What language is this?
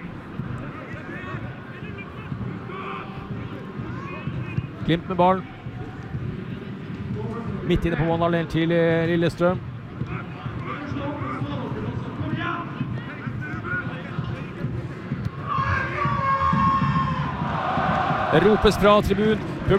Norwegian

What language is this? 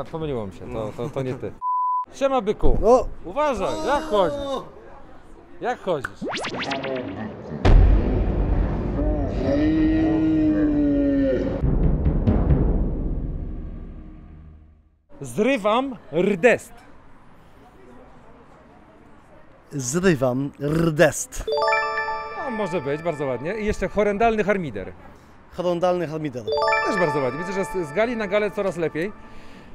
Polish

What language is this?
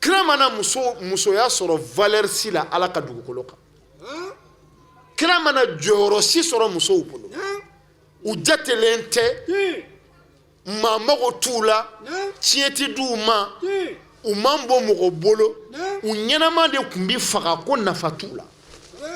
Bambara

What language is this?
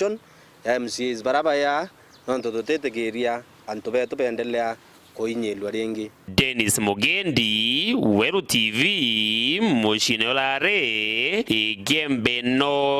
Meru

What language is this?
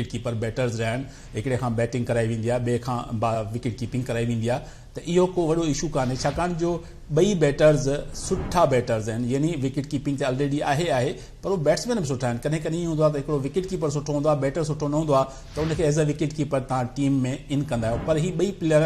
Sindhi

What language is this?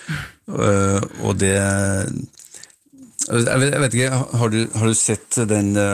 Norwegian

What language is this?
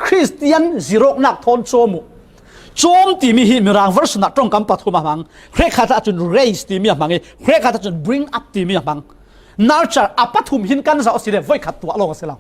Falam Chin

